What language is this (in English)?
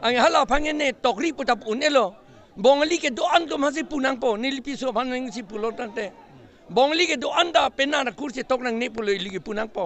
Karbi